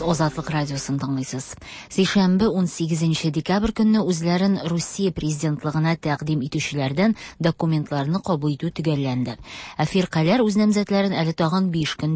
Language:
Tatar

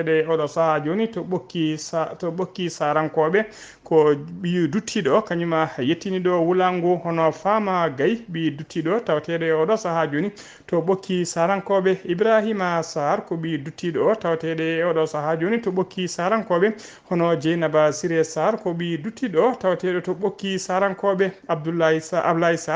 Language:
Fula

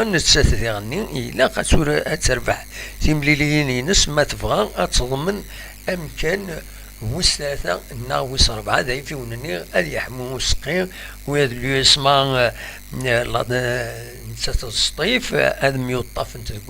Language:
Kabyle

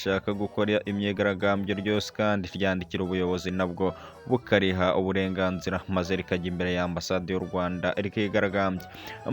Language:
Kinyarwanda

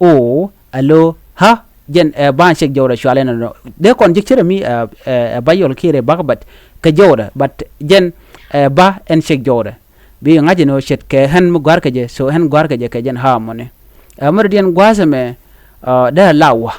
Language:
Nuer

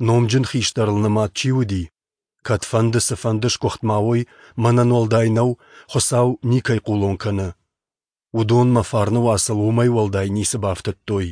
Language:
Ossetic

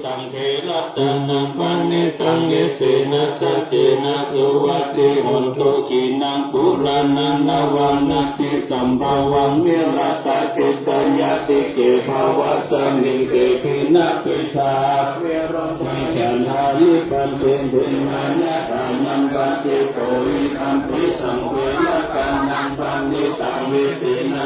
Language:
Pali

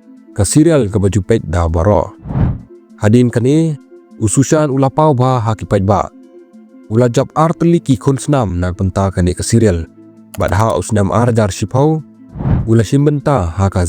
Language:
Khasi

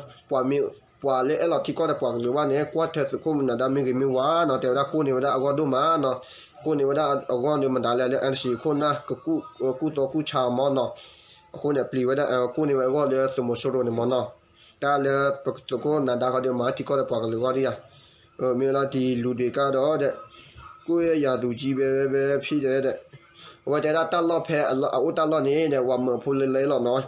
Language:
S'gaw Karen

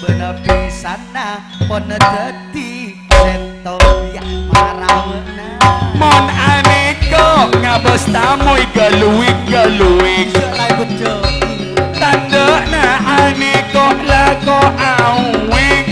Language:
Madurese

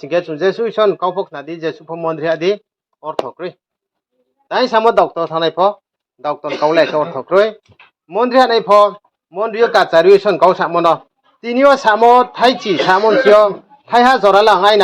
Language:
Riang (India)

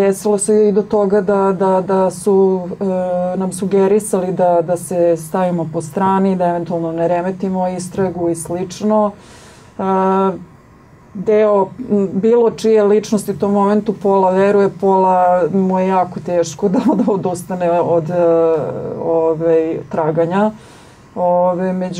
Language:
Serbian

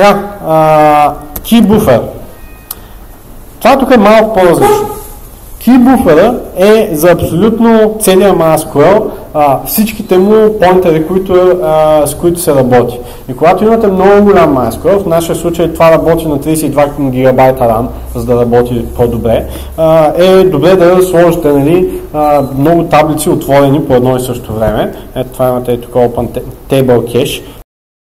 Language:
Bulgarian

